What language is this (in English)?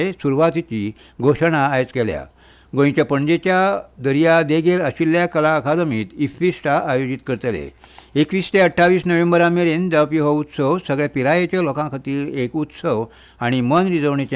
Konkani